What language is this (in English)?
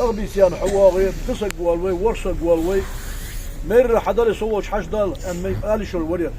Ingush